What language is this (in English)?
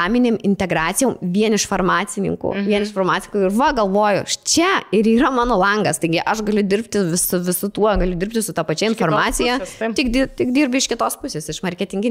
Lithuanian